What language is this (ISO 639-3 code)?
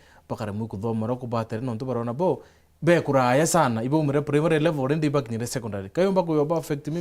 mer